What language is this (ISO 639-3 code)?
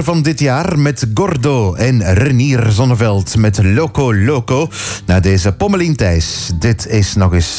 nld